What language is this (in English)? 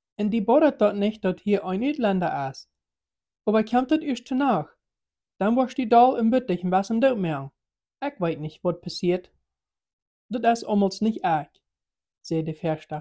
Plautdietsch